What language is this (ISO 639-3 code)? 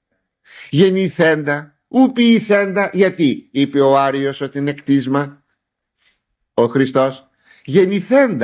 ell